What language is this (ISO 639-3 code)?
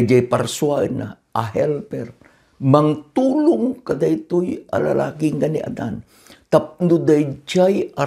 ilo